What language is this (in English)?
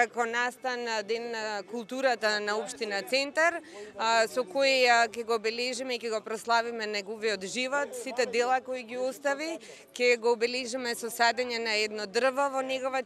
Macedonian